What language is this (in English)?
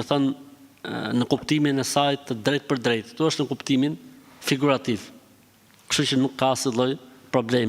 Albanian